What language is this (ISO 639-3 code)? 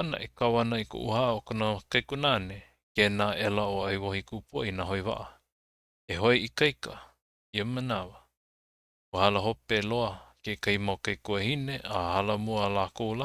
haw